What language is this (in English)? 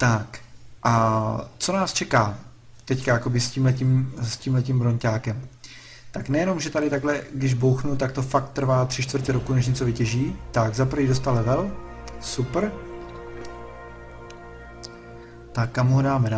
Czech